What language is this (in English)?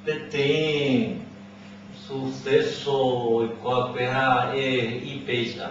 Guarani